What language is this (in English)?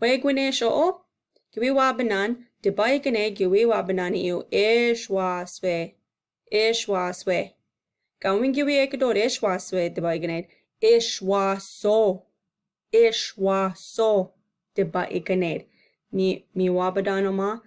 Chippewa